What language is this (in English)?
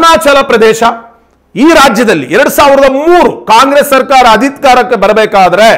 Kannada